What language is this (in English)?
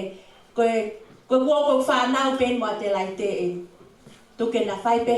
Tongan